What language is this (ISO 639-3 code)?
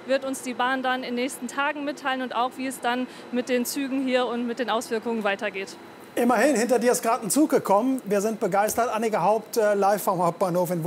deu